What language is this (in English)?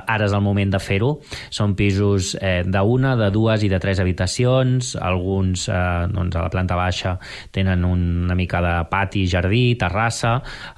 Catalan